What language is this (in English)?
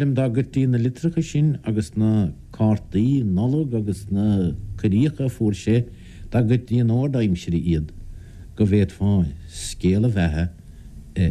Irish